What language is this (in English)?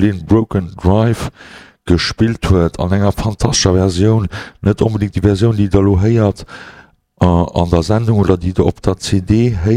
Luxembourgish